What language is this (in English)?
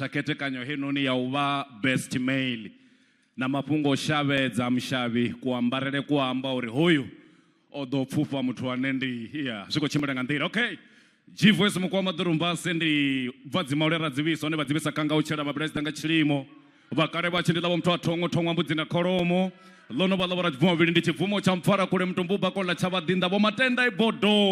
Venda